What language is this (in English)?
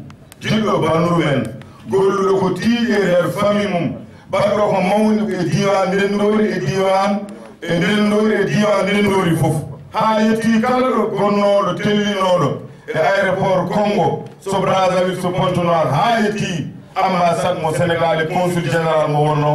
Fula